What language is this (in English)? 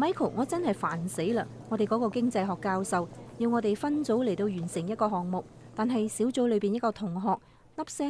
Cantonese